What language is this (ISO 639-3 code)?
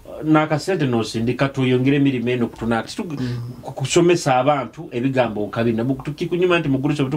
nyo